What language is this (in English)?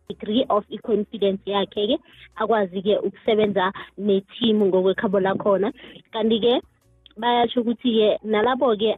South Ndebele